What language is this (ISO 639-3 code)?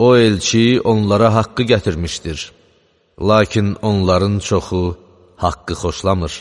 aze